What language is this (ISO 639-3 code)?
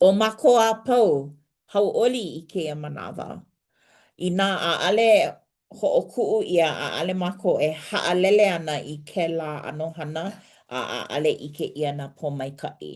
haw